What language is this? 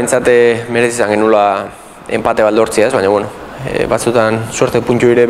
Basque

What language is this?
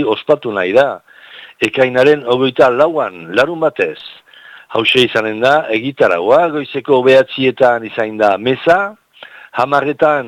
Basque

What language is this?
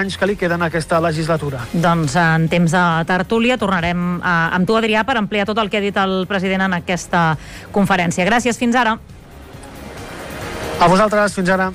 Catalan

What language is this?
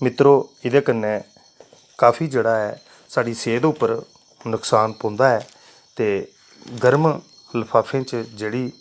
Dogri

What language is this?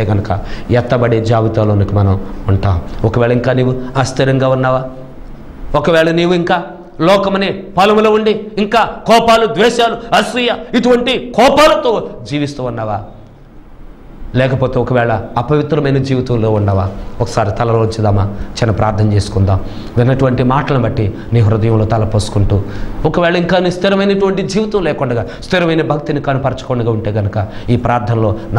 Telugu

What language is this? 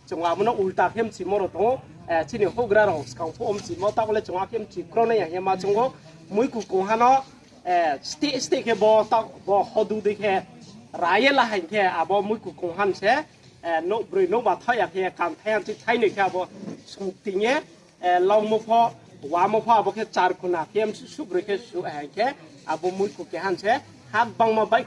Riang (India)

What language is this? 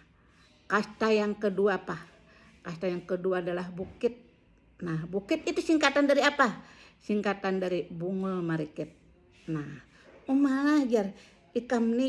Banjar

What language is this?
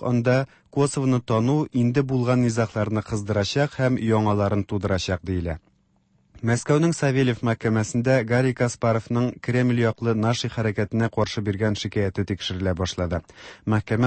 Tatar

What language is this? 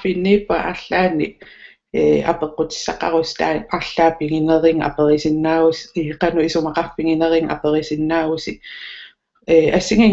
Kalaallisut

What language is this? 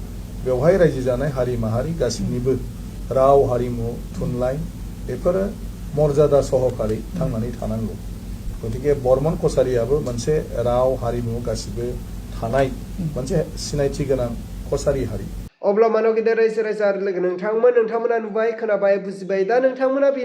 Bodo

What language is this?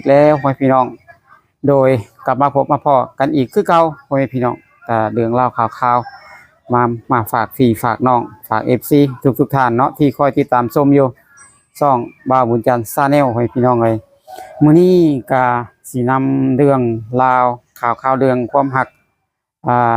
Lao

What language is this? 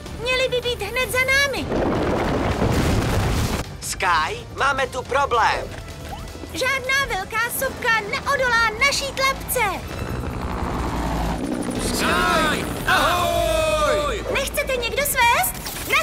Czech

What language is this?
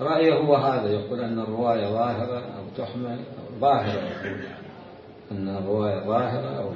Mesopotamian Arabic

